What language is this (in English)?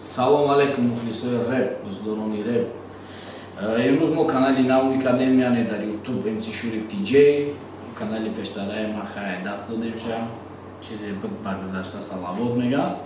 Tajik